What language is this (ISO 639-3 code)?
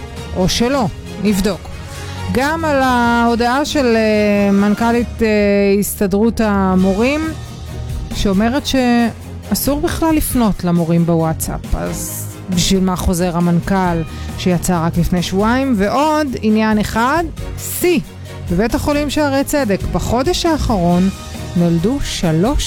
heb